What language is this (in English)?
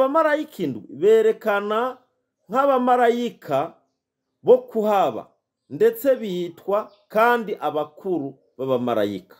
Rundi